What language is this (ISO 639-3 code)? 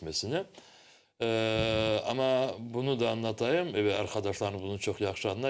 crh